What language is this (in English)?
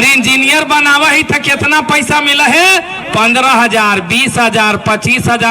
Magahi